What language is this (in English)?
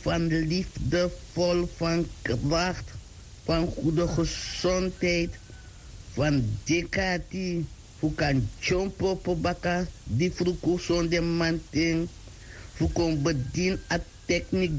Sranan Tongo